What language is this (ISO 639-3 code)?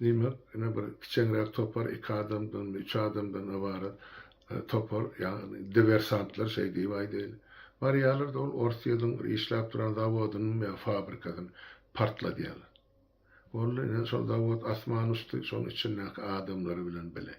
tuk